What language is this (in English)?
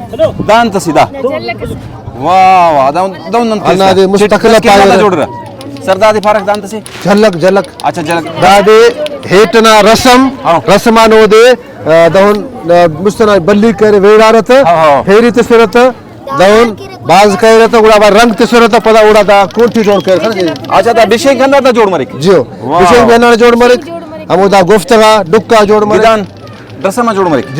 Brahui